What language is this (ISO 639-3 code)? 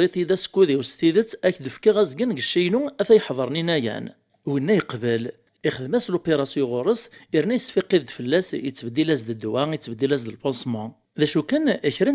kab